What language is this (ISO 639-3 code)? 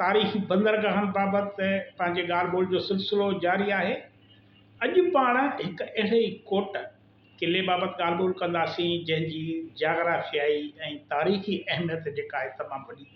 snd